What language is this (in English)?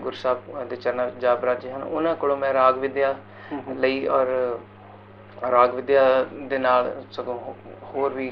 Punjabi